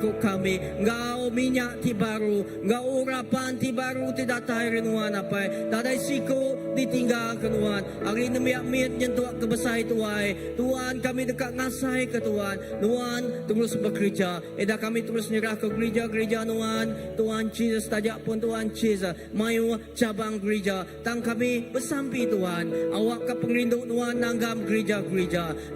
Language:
Iban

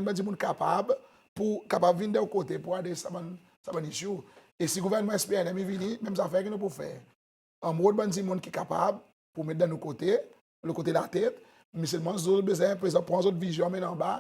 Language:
Seselwa Creole French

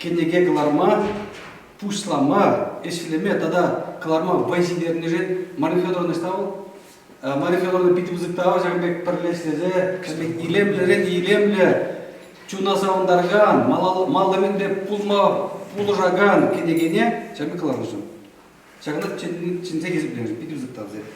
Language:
Chuvash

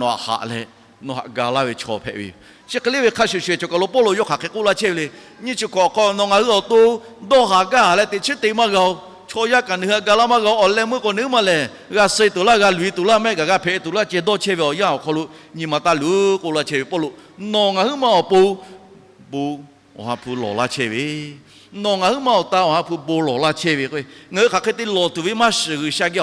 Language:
Lahu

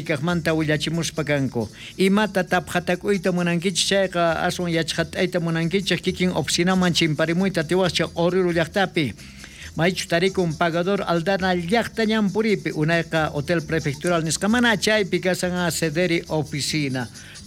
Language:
South Bolivian Quechua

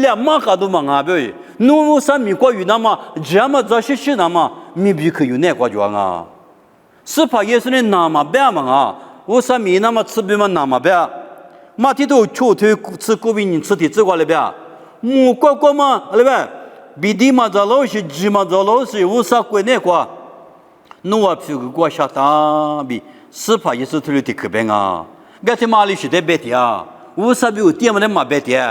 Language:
Lisu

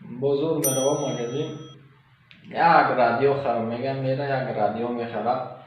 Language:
Tajik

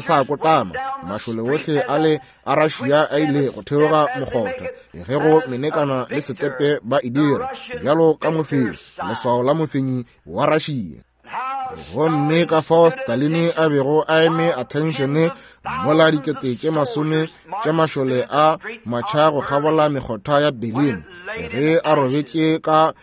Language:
Northern Sotho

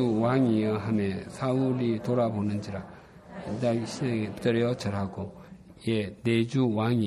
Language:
Korean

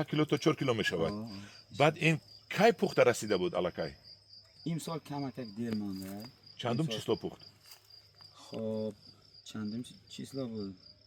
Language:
Tajik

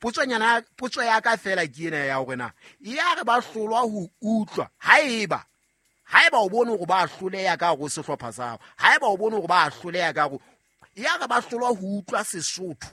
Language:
Southern Sotho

